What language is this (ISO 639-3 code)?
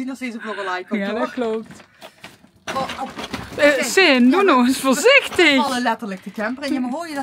nld